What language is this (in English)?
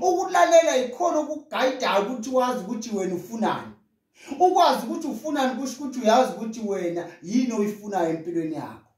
Zulu